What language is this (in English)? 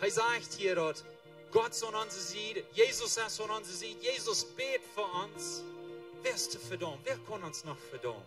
Plautdietsch